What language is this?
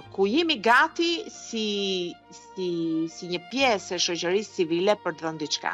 Albanian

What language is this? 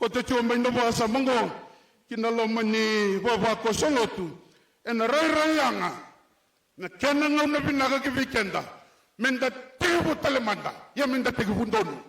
Fijian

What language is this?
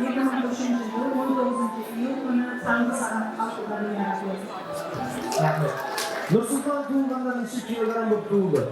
Kara-Kalpak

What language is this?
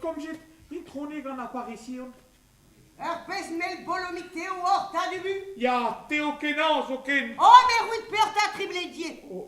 Breton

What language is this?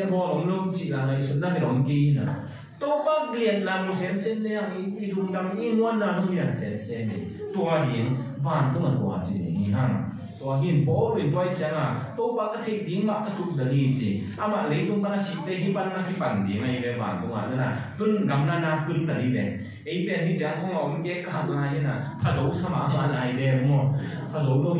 Tedim Chin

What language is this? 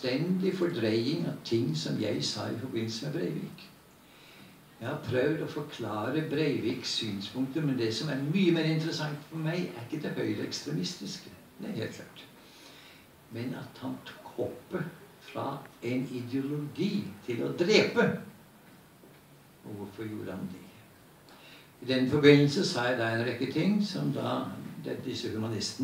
Norwegian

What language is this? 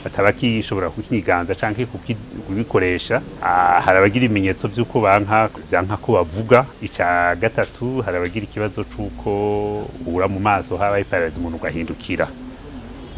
Rundi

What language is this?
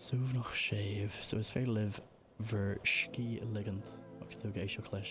Irish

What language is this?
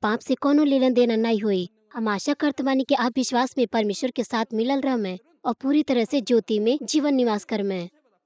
Bhojpuri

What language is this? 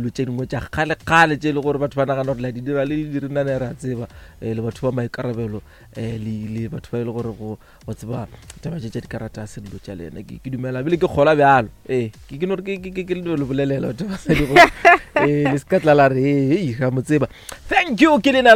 Northern Sotho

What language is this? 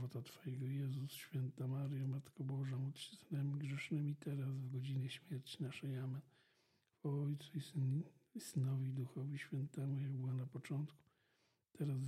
Polish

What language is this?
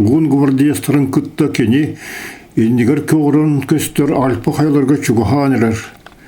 Yakut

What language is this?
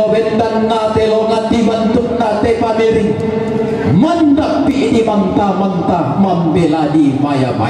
Toraja-Sa'dan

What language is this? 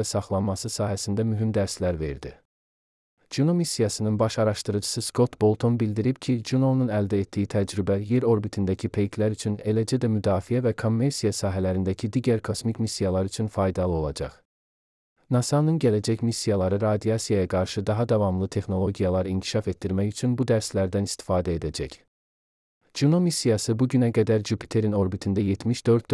Azerbaijani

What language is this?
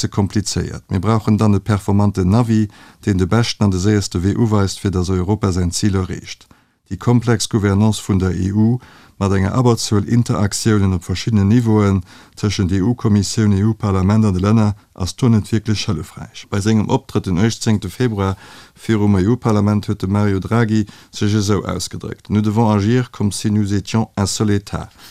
Luxembourgish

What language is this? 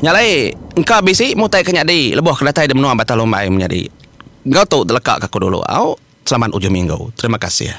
Iban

